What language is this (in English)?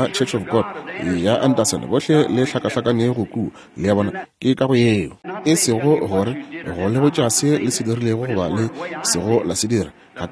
Northern Sotho